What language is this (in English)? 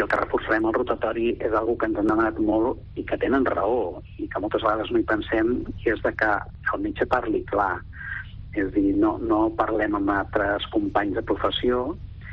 Catalan